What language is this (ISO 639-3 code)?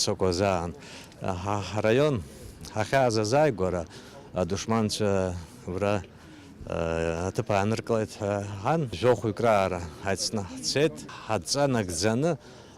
abk